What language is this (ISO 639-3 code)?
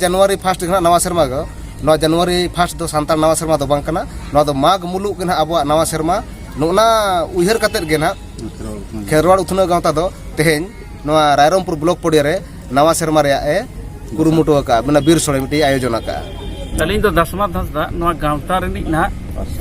sat